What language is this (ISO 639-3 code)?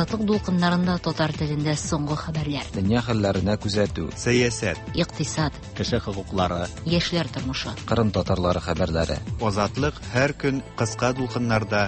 tat